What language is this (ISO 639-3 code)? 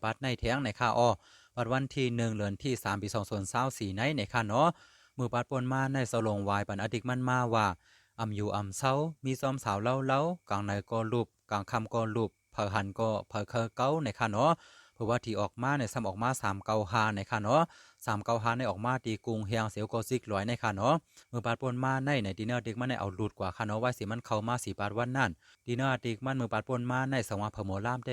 shn